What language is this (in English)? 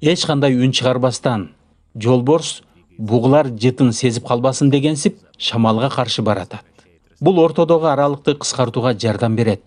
Kyrgyz